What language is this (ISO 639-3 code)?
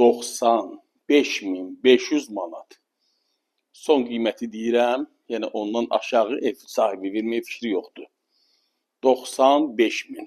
aze